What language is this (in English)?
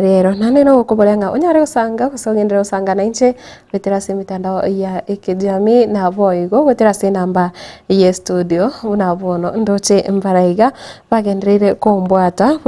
Gusii